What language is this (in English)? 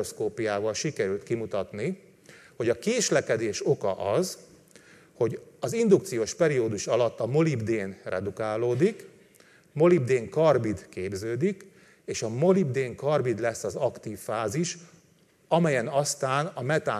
Hungarian